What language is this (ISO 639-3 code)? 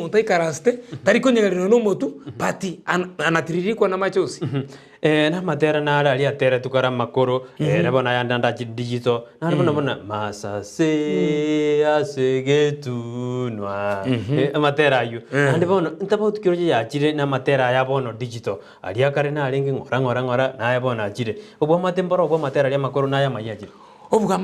guz